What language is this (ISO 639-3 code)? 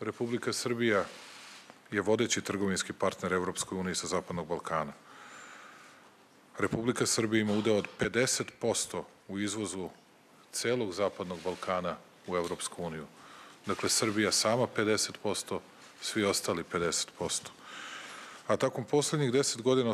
srp